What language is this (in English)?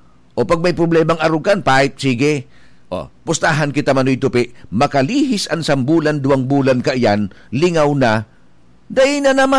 Bikol